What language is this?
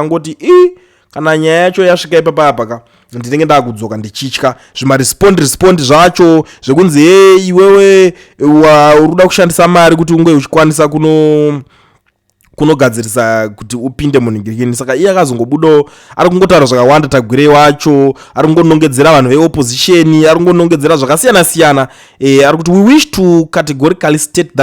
Shona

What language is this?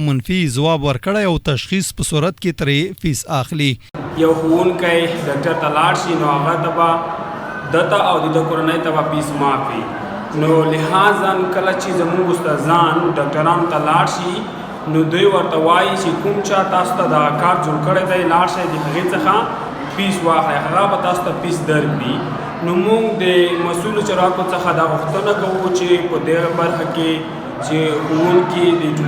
Pashto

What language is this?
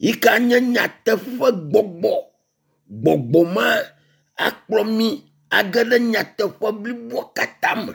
Ewe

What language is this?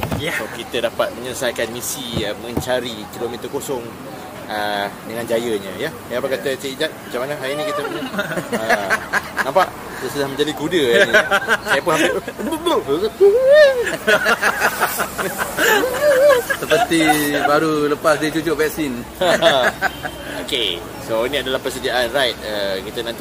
Malay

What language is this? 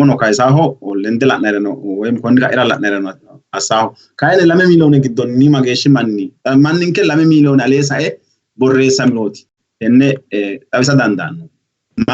Sidamo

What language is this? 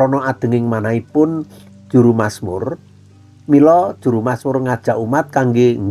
Javanese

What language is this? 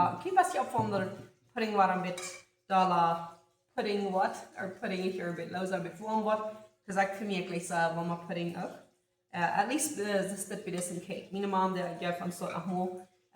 Plautdietsch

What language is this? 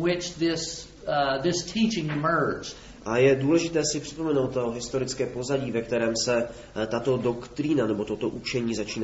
Czech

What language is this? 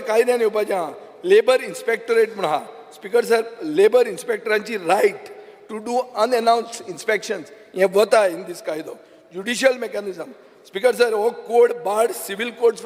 Konkani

